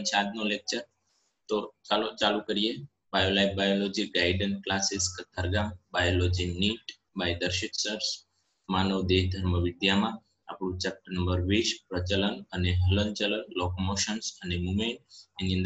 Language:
Gujarati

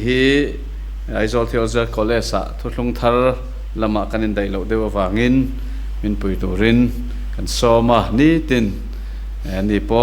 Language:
Mizo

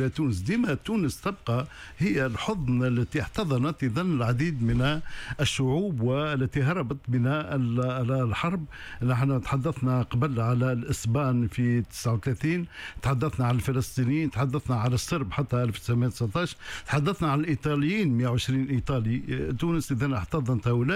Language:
Tunisian Arabic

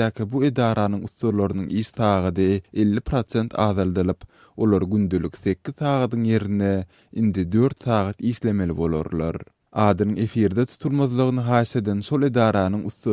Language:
Turkmen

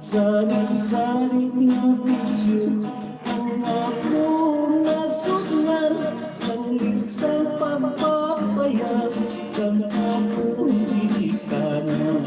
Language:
Hiligaynon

